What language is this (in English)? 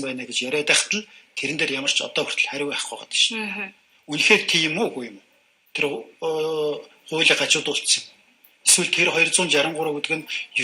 Mongolian